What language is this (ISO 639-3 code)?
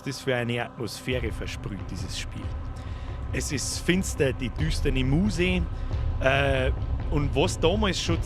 bar